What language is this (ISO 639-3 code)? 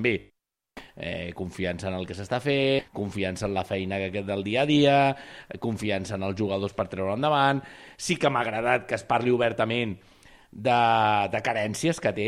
cat